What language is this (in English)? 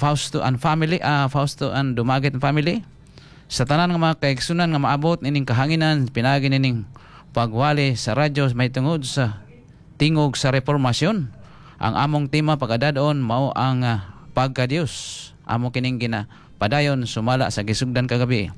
Cebuano